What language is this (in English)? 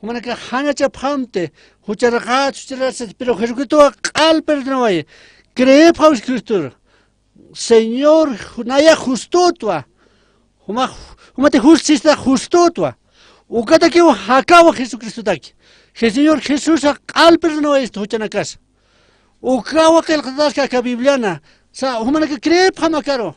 Aymara